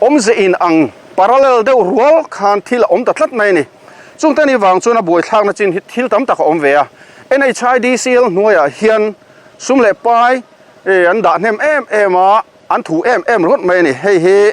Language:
Mizo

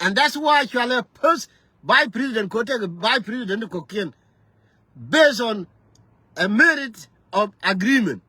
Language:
Nuer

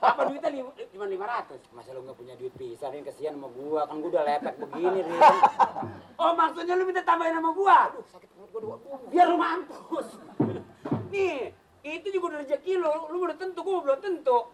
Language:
Betawi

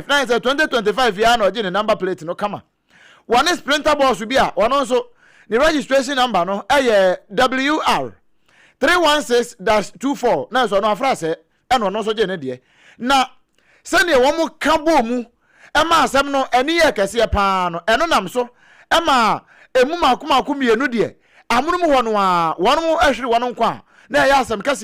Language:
Akan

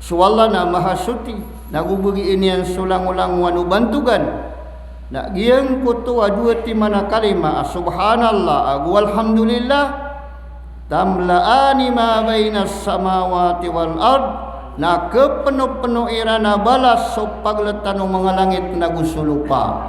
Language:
Maranao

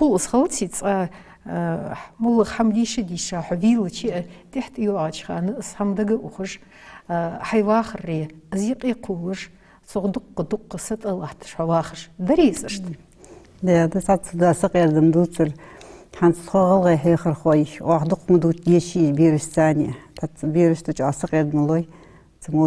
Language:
Ingush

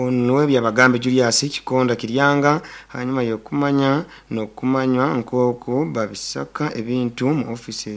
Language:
Nyoro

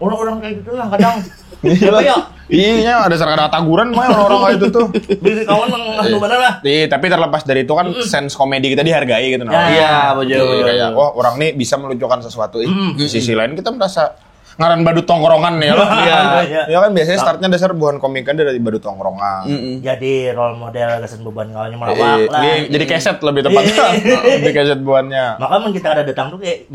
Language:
Banjar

